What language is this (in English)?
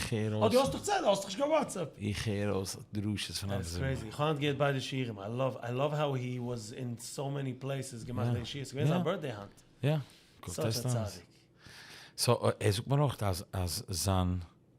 Yiddish